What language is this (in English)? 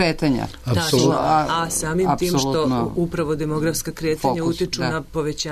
Serbian